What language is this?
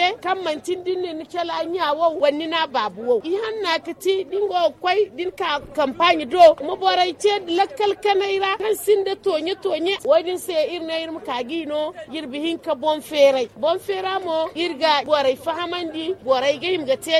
Zarma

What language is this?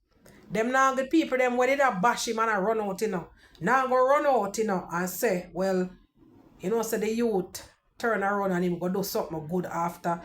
Jamaican Creole English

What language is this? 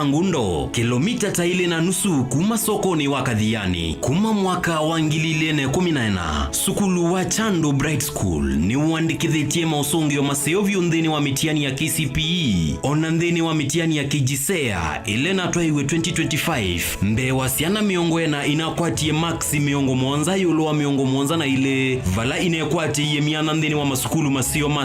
Kamba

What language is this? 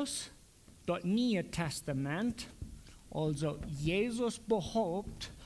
Plautdietsch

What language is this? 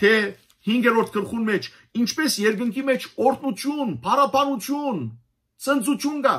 Western Armenian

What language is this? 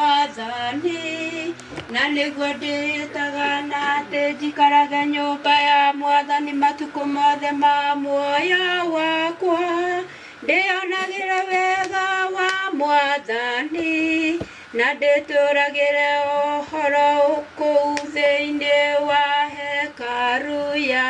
Kikuyu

